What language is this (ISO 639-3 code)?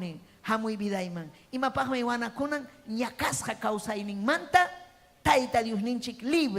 quy